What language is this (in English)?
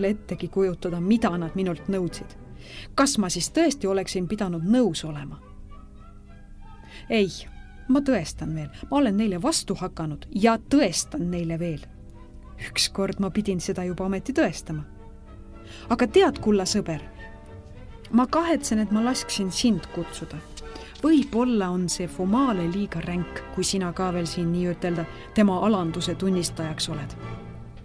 Estonian